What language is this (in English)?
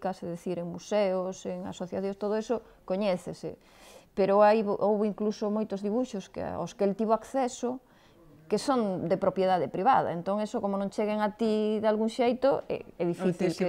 Galician